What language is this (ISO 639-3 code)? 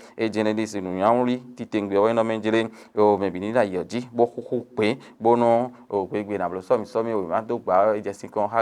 fon